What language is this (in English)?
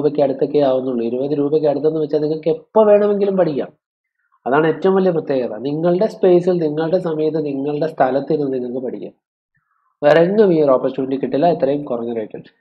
Malayalam